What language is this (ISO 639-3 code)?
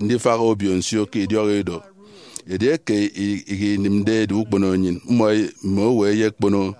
efi